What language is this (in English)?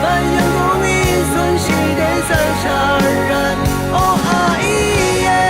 Rawang